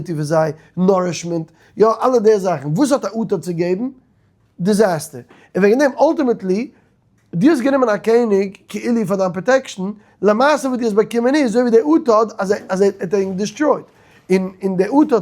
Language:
Yiddish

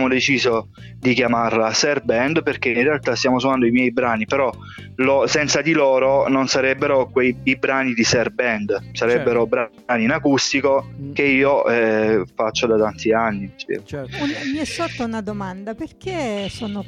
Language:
Italian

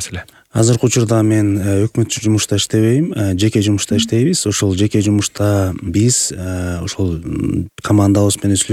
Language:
Kyrgyz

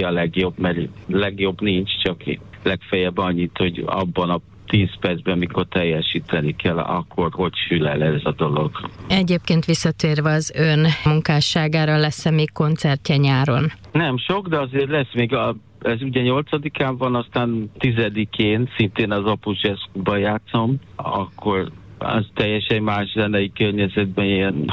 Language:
Hungarian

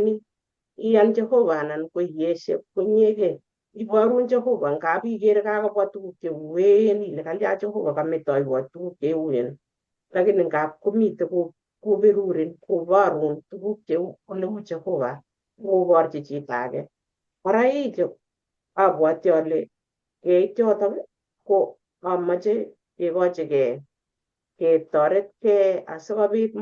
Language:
Kalenjin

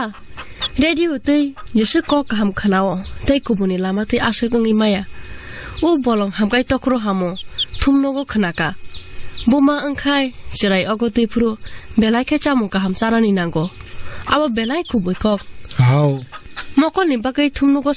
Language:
Kok Borok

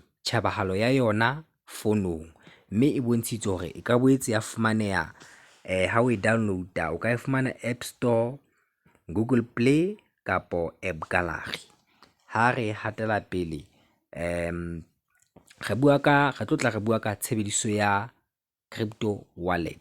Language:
Southern Sotho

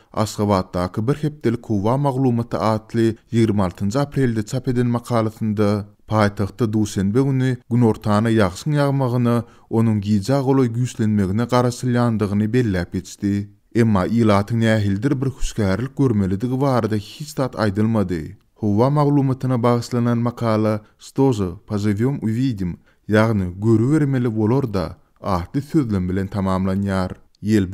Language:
Turkmen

